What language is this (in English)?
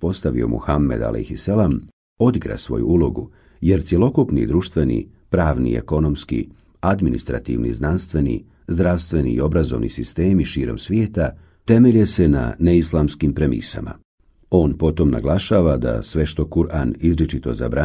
Bosnian